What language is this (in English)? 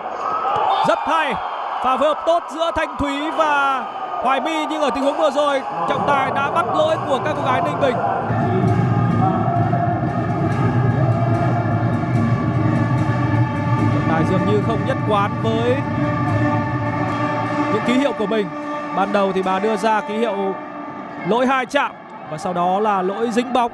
Vietnamese